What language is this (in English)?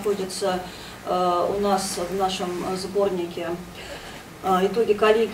Russian